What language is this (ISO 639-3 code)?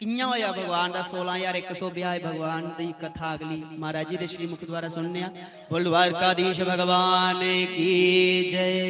doi